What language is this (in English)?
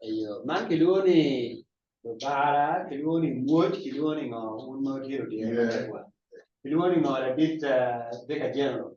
Acoli